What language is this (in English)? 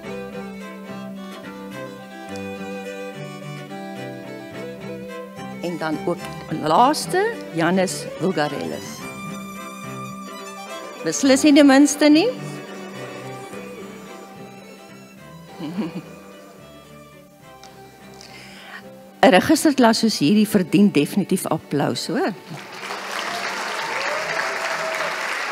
Afrikaans